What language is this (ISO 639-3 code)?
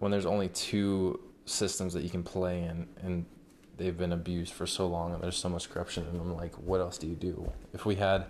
eng